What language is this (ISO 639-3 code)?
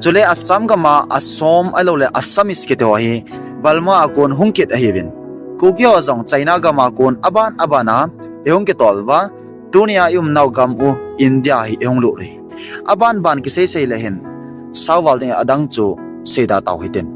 tcz